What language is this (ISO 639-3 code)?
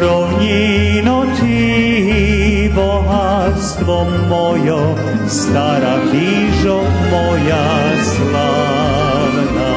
rue